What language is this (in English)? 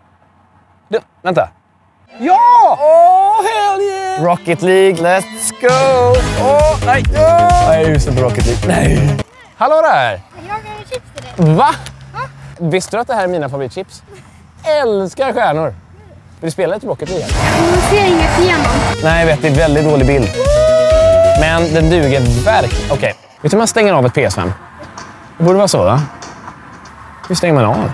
Swedish